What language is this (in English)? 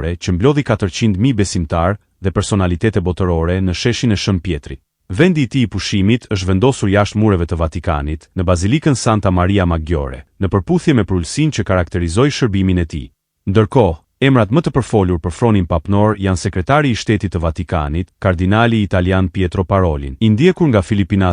Albanian